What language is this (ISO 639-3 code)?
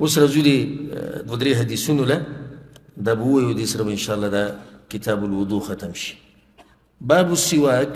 pus